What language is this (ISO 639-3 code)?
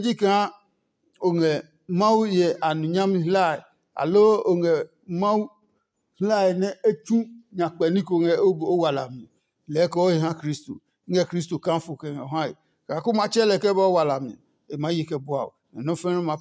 ada